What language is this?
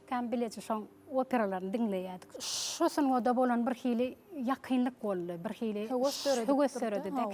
Turkmen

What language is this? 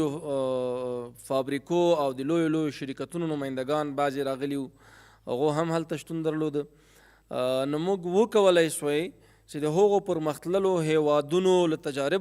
Pashto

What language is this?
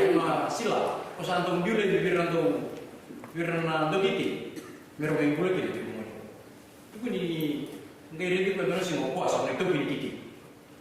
Fijian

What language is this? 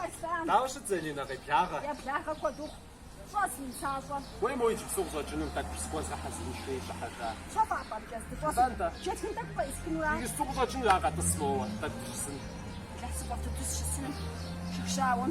Kabardian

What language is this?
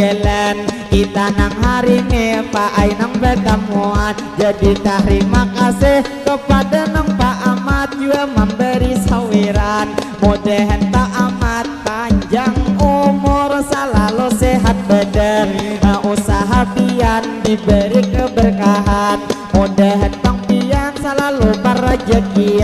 Banjar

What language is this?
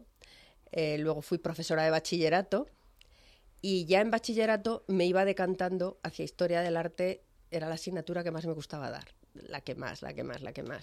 Spanish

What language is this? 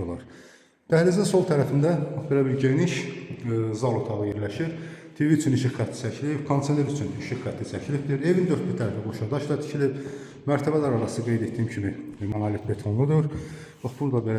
Azerbaijani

